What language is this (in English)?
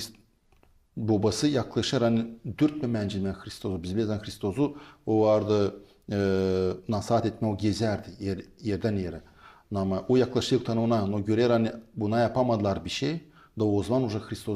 Gagauz